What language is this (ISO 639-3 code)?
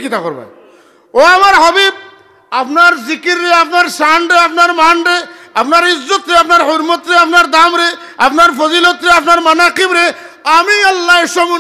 syl